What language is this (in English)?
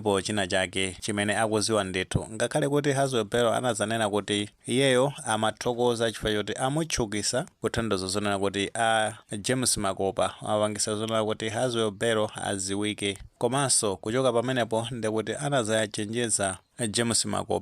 Nyanja